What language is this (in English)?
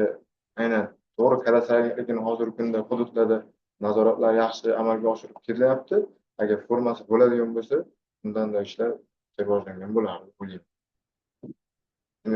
Uzbek